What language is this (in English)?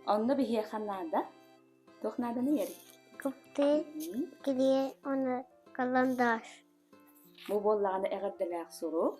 Yakut